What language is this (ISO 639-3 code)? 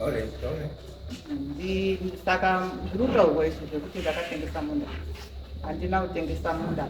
sna